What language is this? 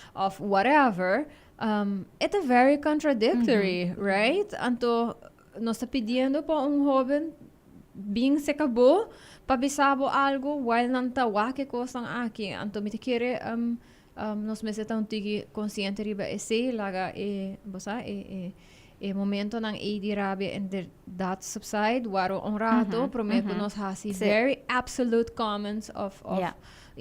Papiamento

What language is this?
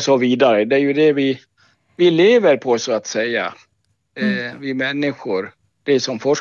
Swedish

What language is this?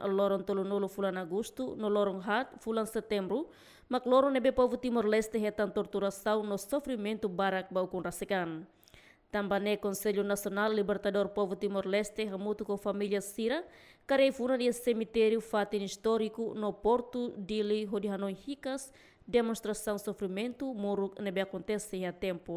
Tetum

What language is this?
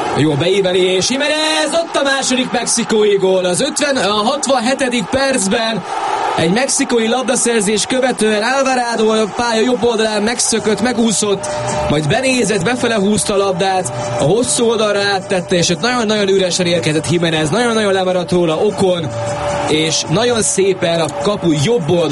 Hungarian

